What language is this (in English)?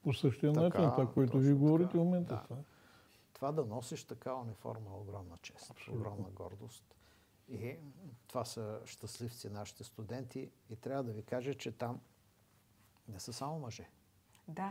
Bulgarian